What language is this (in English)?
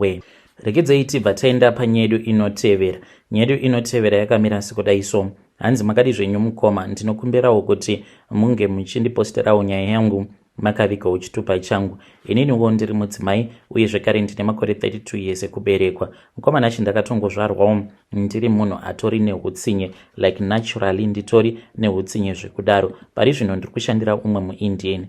Shona